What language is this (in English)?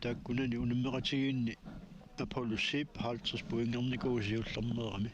Kalaallisut